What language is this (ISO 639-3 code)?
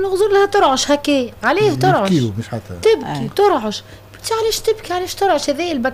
aeb